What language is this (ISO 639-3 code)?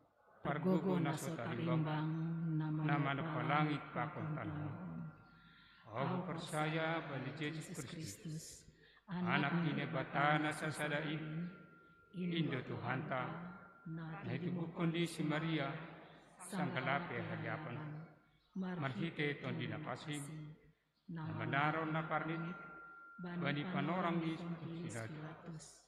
bts